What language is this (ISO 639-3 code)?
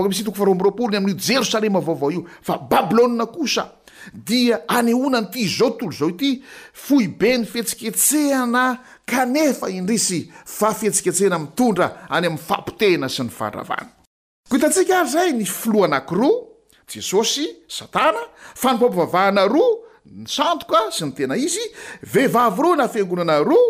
mlg